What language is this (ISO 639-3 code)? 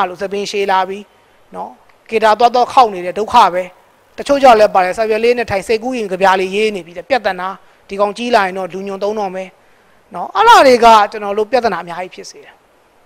mya